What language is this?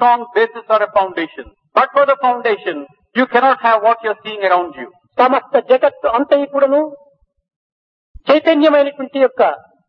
Telugu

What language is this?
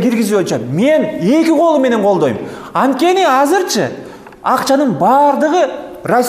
Kyrgyz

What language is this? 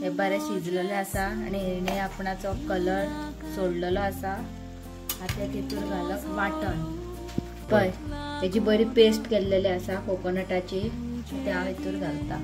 Konkani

